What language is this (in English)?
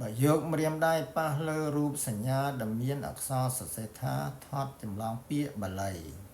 Khmer